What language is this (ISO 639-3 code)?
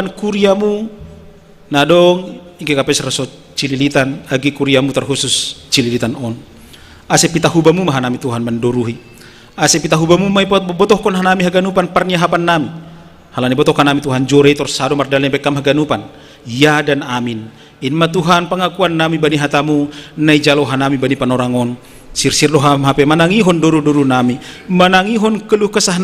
bts